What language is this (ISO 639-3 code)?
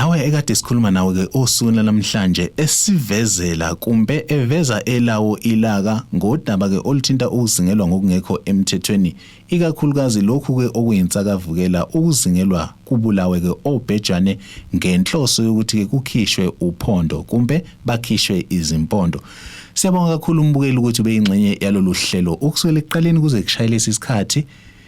zul